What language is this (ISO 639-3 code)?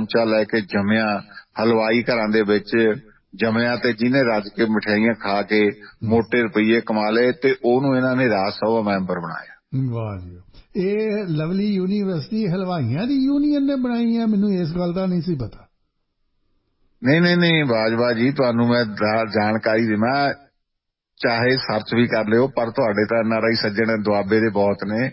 pan